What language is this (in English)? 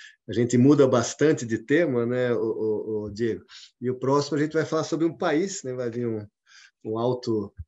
Portuguese